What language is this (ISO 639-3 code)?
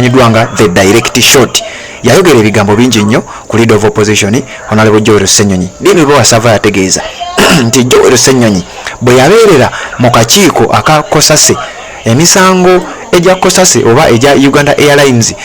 lug